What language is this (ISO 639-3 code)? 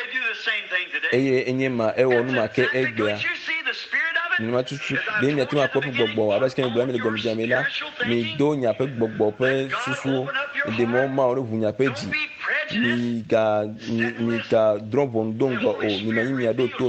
ewe